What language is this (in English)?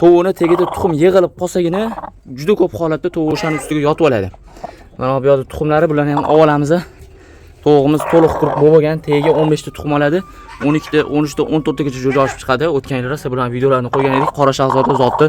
Uzbek